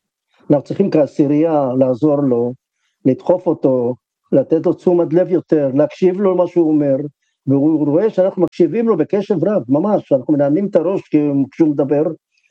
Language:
Hebrew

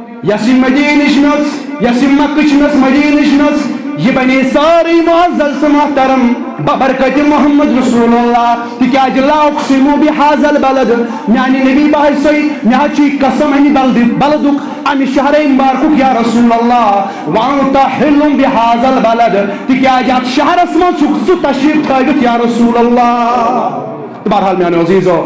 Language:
Kashmiri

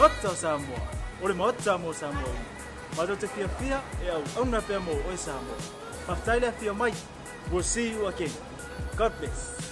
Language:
Samoan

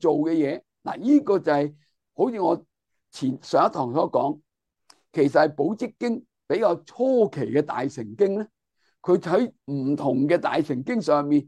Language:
Cantonese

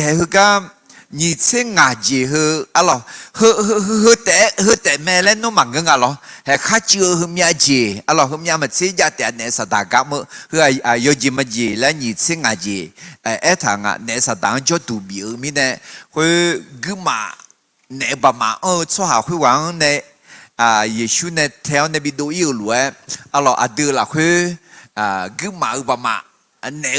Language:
Akha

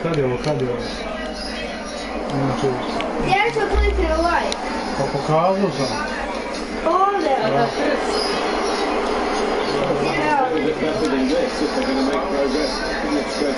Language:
Croatian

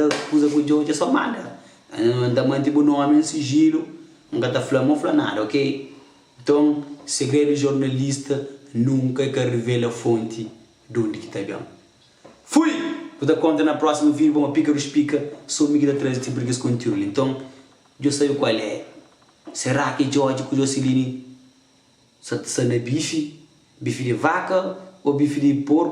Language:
Kabuverdianu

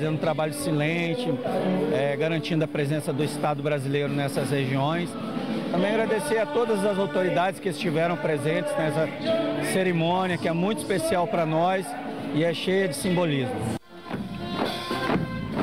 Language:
Portuguese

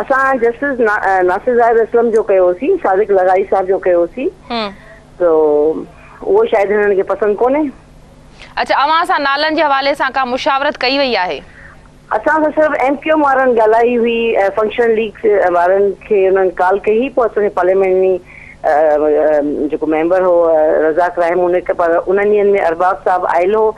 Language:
Sindhi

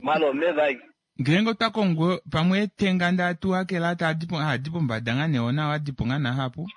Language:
Kuanyama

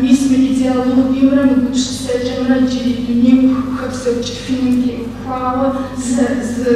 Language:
Kabardian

